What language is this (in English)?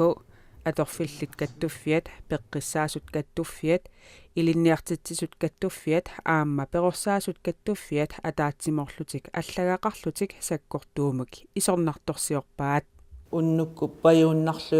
Kalaallisut